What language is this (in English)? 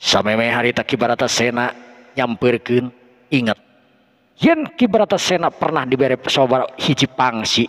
Sundanese